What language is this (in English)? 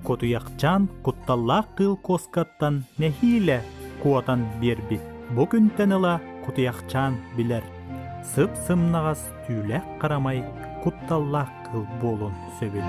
Yakut